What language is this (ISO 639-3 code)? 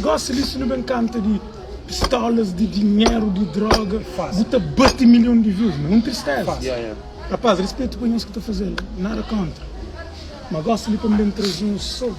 kea